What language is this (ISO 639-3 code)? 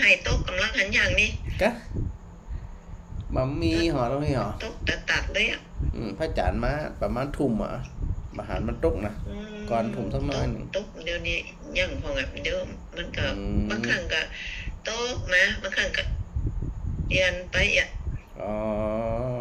tha